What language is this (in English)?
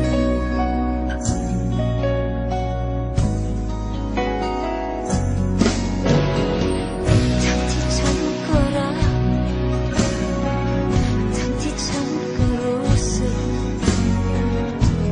Thai